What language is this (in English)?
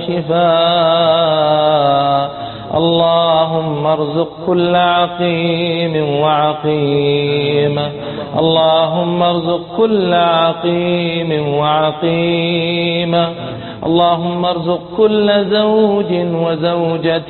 Arabic